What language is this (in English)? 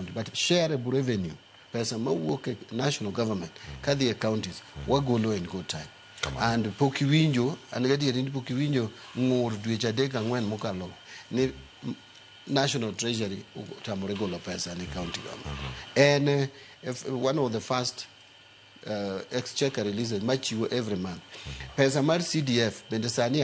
Luo (Kenya and Tanzania)